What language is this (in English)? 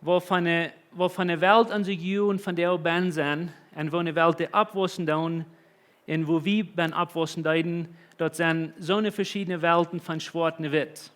Plautdietsch